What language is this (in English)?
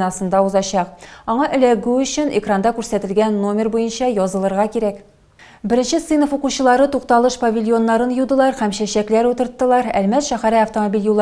Tatar